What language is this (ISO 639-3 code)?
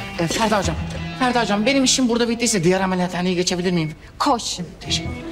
tur